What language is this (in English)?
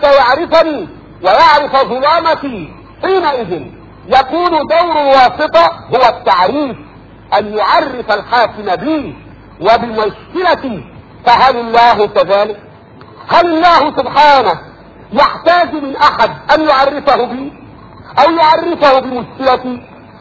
Arabic